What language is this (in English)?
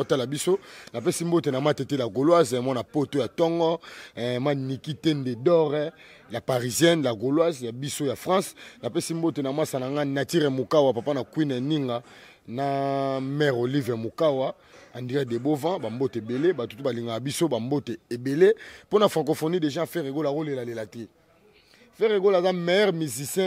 Lingala